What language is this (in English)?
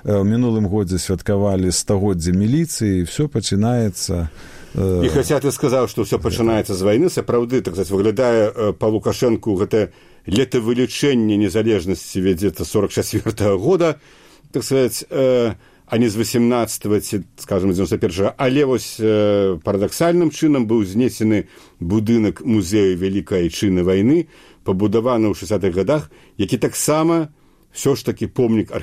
Belarusian